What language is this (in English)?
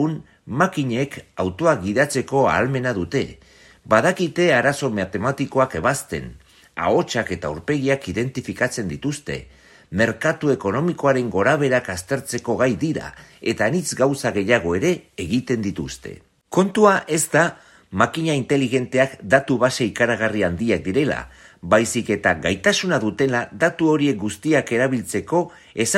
Basque